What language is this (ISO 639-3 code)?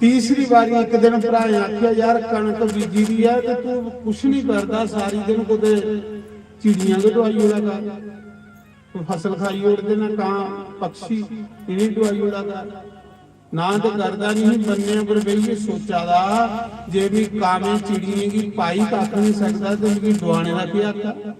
doi